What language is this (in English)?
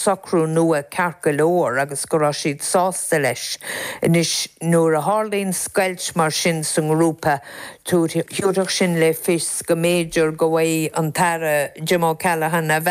Irish